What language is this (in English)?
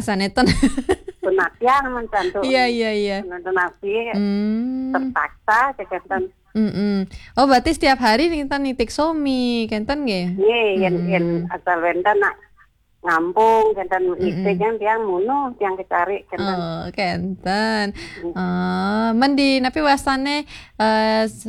Balinese